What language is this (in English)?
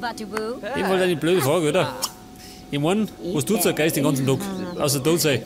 Bavarian